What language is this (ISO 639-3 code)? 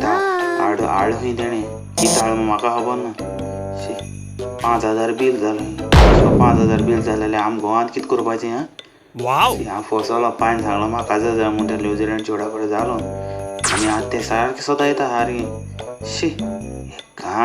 kok